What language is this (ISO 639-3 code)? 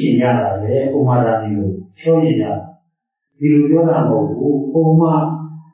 mya